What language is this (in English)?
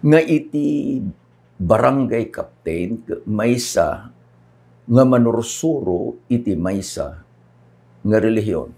Iloko